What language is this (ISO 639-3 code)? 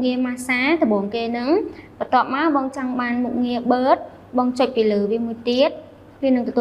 khm